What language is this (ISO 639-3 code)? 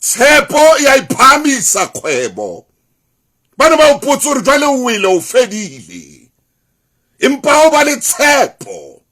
sot